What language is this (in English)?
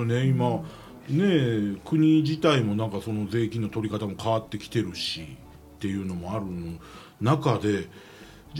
Japanese